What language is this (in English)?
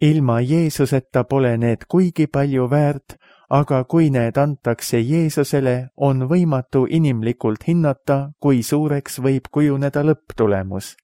Estonian